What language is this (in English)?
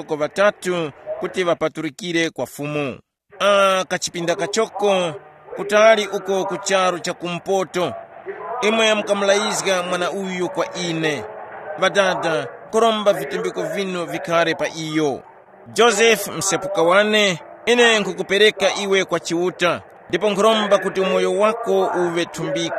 Tumbuka